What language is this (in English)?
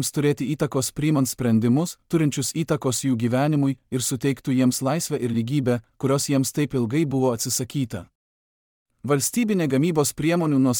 Lithuanian